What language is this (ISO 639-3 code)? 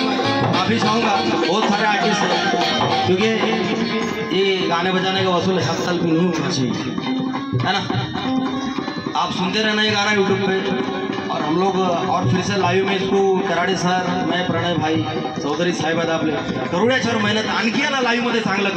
mar